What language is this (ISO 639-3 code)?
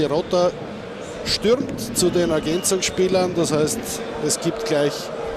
deu